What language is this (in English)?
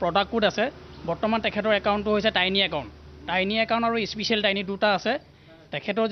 Assamese